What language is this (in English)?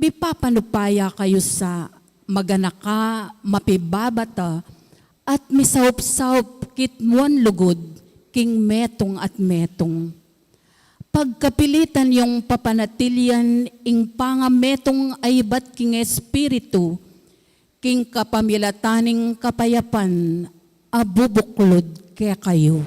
Pampanga